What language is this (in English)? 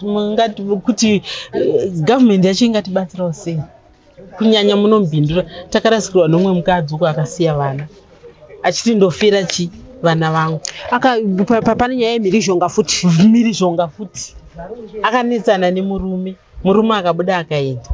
Shona